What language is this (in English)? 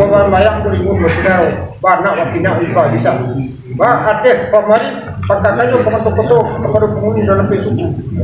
Minangkabau